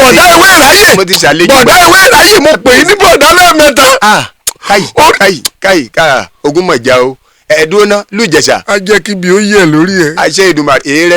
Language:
Yoruba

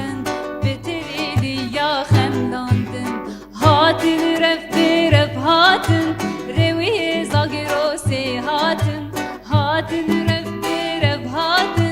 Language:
Kurdish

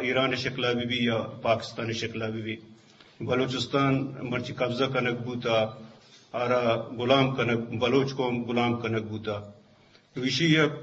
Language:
Eastern Balochi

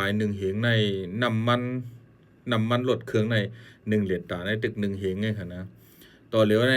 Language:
Shan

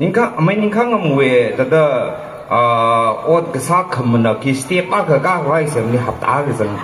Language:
Tangkhul Naga (India)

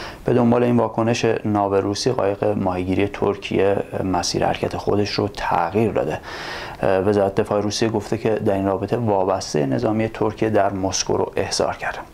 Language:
Persian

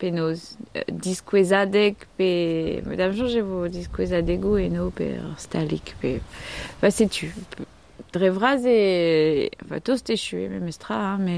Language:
Breton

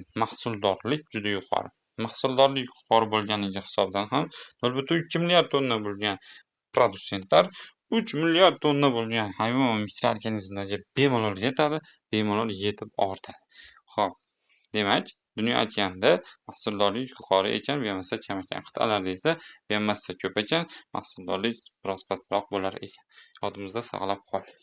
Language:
Uzbek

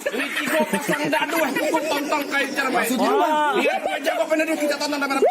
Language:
Betawi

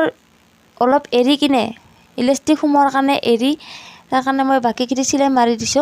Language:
Assamese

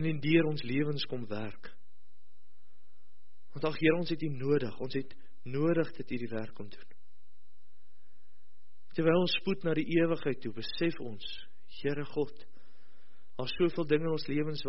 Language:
Afrikaans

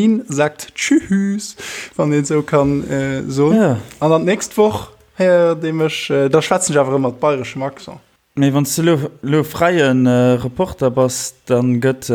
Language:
Luxembourgish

